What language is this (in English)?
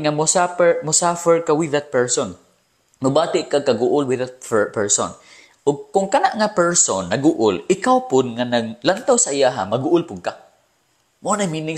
Cebuano